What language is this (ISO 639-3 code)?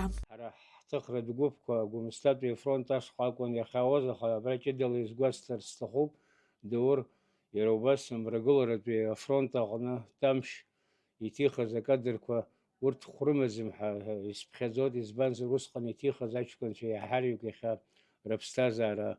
abk